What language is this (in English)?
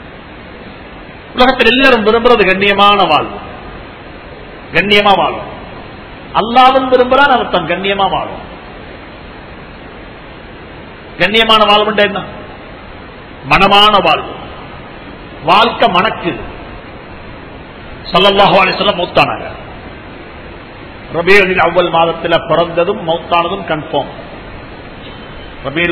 Tamil